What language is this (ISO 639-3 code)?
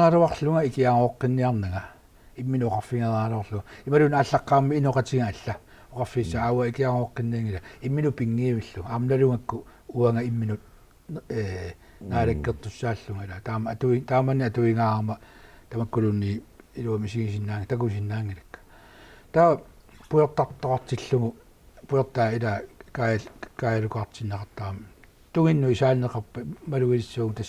kal